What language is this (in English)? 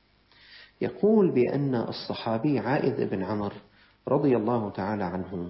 Arabic